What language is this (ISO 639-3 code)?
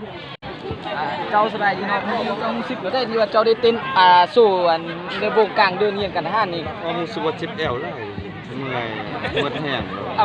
lao